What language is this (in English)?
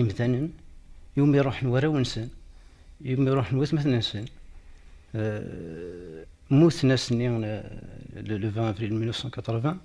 Kabyle